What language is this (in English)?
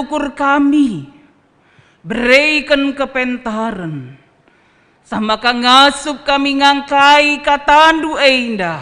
Batak Karo